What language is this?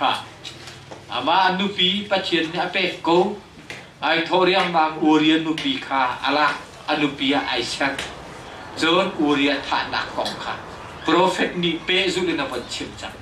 Hakha Chin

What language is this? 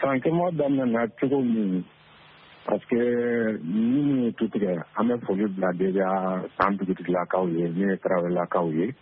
Bambara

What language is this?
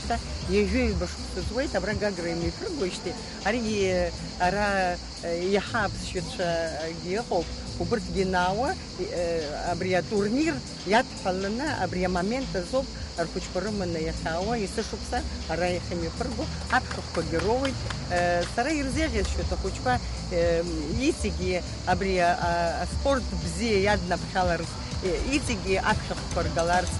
Abkhazian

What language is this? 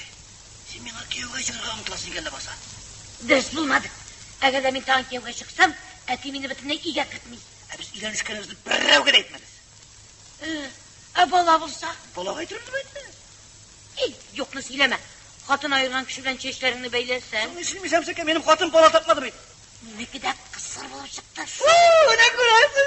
Tatar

